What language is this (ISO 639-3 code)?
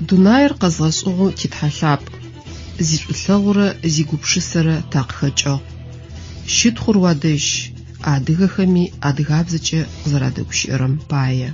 ady